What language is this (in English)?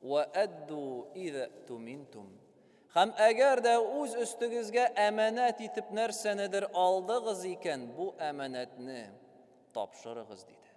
Tatar